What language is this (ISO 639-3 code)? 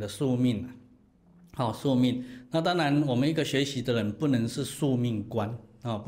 zho